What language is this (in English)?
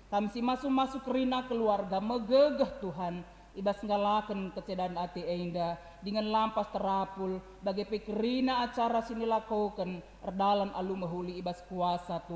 Batak Karo